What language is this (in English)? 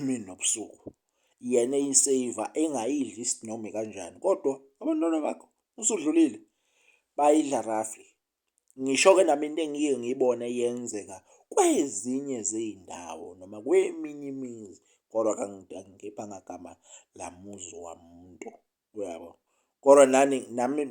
Zulu